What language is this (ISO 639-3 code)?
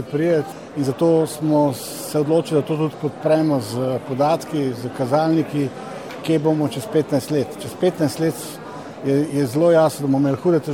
slv